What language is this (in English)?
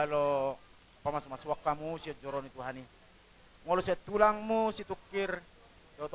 Batak Toba